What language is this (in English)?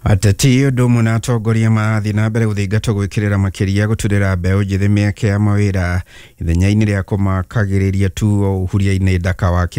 Kikuyu